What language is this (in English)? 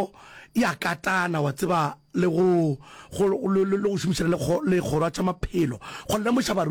Northern Sotho